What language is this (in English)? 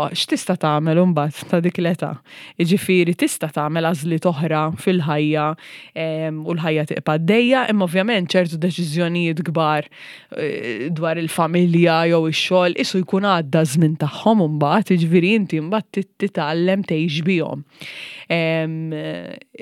Maltese